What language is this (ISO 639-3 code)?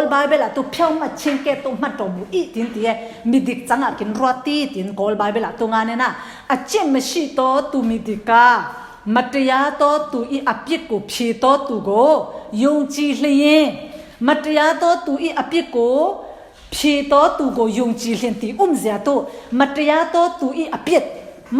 cfm